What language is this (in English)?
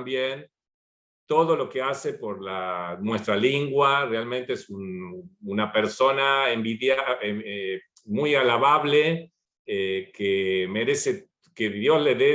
Ladino